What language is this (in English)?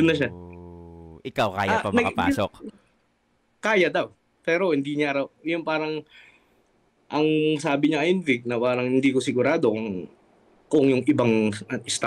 Filipino